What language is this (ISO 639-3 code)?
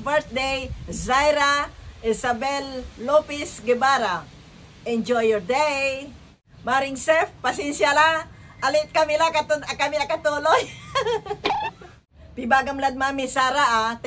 pag